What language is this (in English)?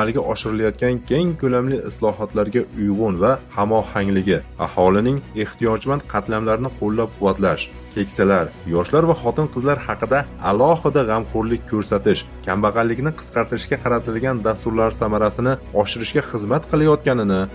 Uzbek